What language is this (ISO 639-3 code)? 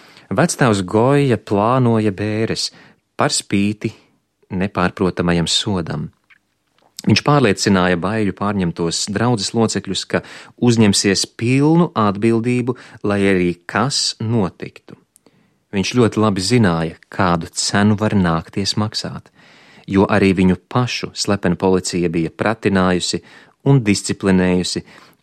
lav